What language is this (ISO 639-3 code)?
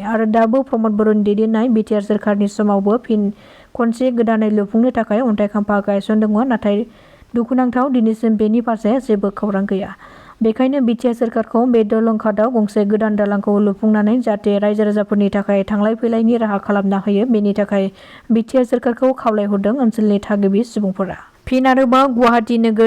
brx